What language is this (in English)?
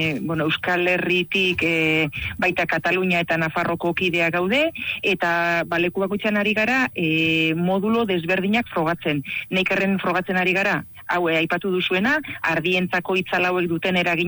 Basque